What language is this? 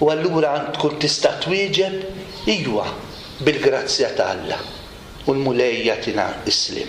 Maltese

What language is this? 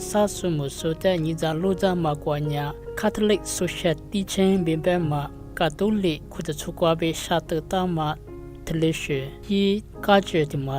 Lisu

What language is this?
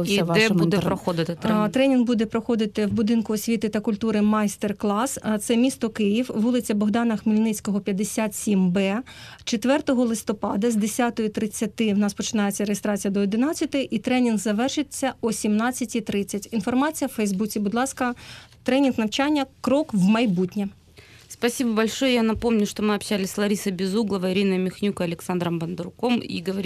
Ukrainian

